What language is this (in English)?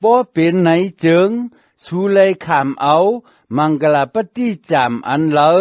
Shan